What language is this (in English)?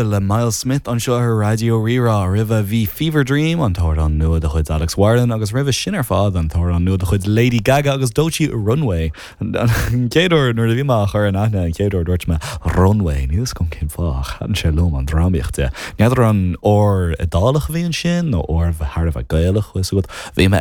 Irish